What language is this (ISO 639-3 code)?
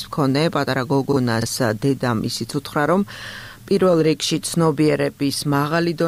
kat